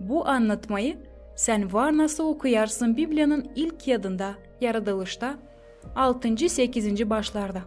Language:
Gagauz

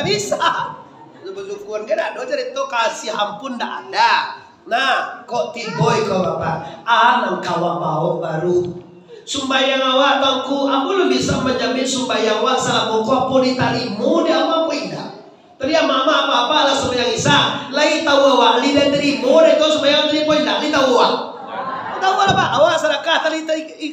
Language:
Minangkabau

